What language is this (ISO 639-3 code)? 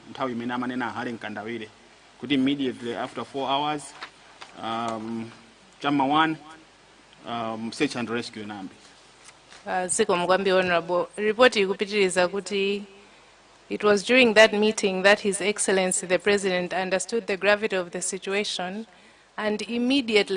nya